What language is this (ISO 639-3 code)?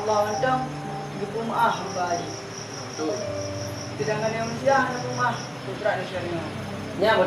ace